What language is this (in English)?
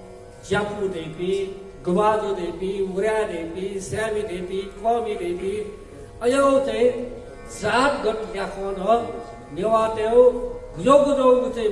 Newari